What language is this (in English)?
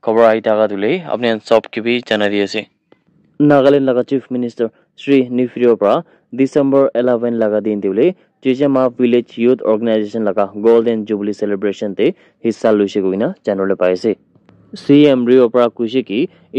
Naga Pidgin